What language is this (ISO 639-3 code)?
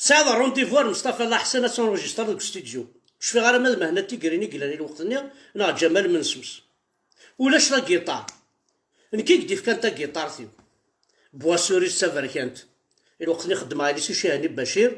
kab